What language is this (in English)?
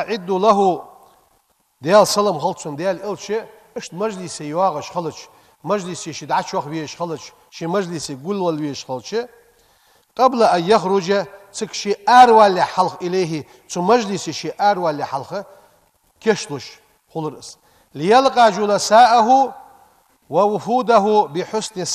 Ingush